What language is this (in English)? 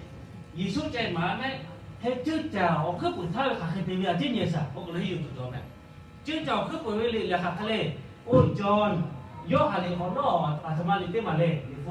Lahu